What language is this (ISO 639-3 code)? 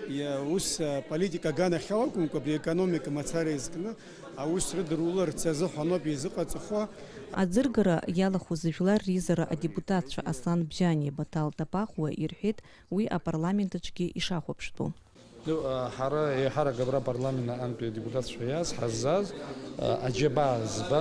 abk